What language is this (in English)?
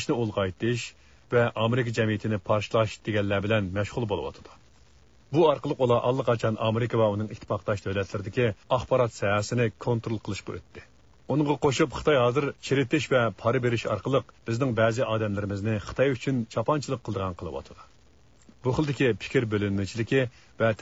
Uyghur